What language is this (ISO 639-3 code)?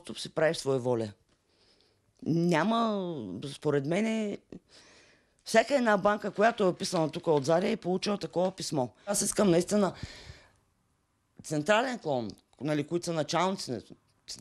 bul